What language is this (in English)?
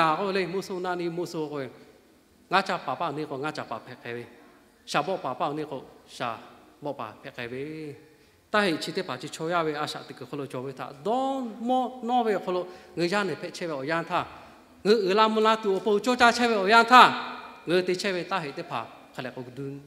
Lahu